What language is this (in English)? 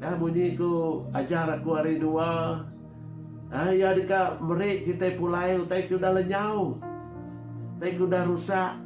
Iban